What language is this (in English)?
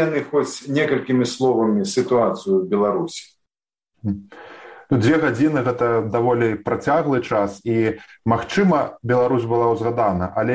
Belarusian